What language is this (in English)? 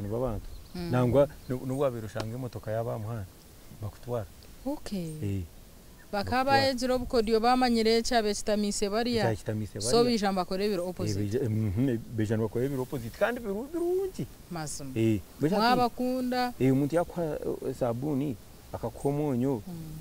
Nyankole